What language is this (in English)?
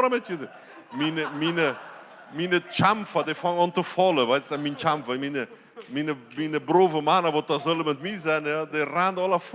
Plautdietsch